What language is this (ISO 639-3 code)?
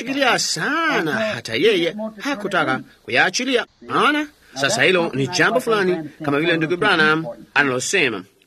swa